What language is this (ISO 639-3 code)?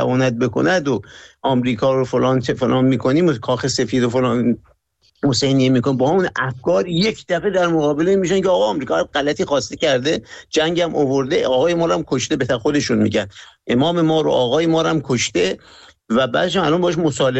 fas